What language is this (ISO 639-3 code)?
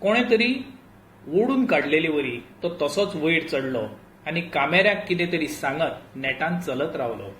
kok